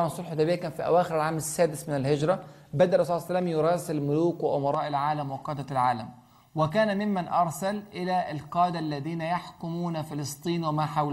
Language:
Arabic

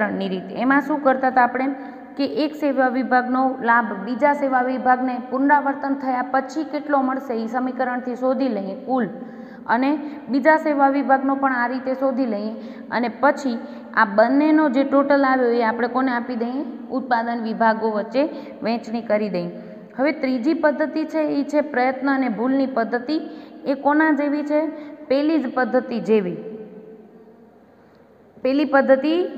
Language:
Gujarati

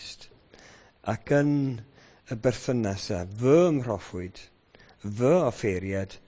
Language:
Welsh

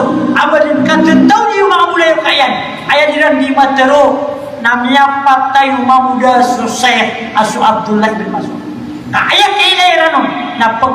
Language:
Maranao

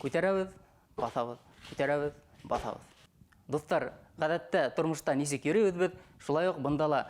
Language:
Bashkir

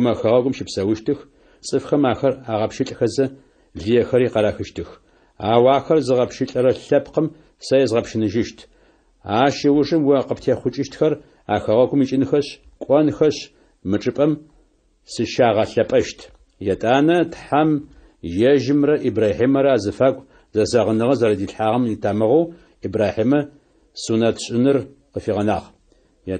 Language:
Adyghe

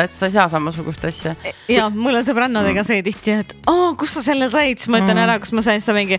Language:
Estonian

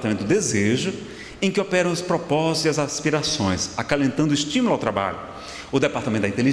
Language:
Portuguese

